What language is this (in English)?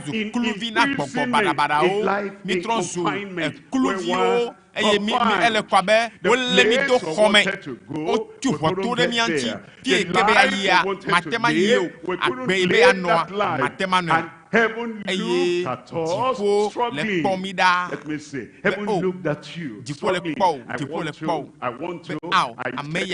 Ewe